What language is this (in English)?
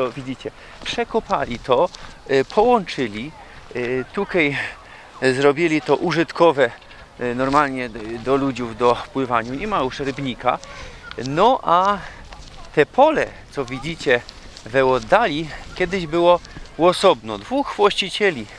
Silesian